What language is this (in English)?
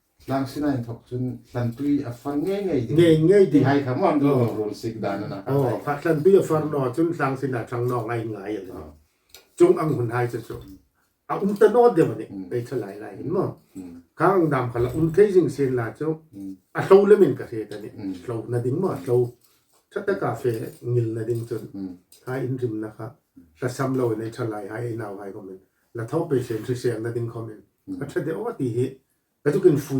Hmar